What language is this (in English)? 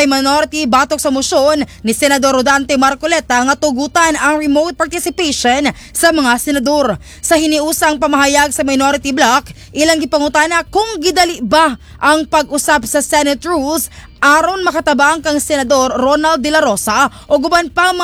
Cebuano